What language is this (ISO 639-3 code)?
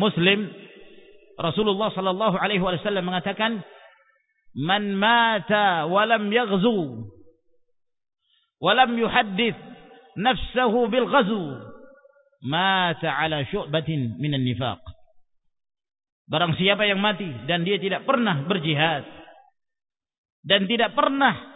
ind